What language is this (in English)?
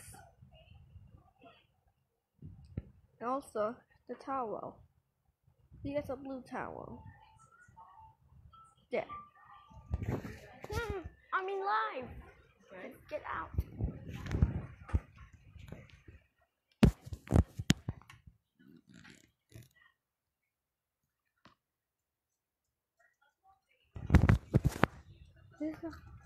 English